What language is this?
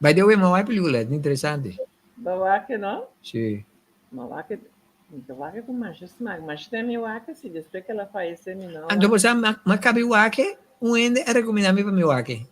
Papiamento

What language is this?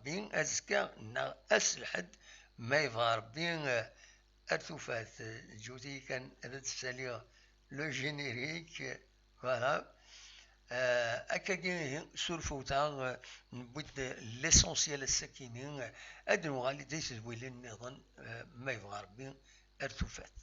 Kabyle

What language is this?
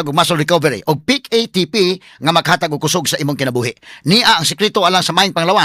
Cebuano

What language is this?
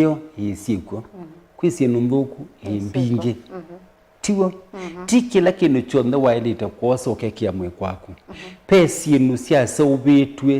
Kamba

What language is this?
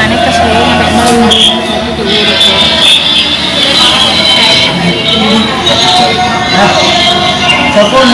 Indonesian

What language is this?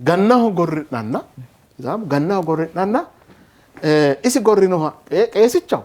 Sidamo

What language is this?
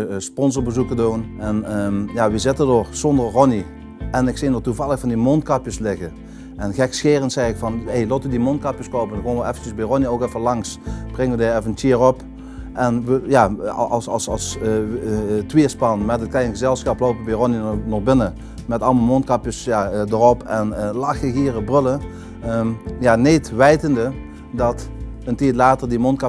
Limburgish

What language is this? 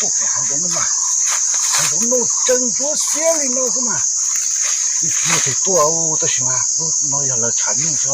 Hmong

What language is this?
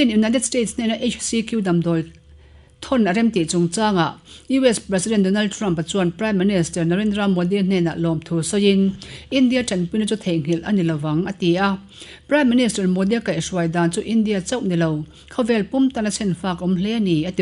Mizo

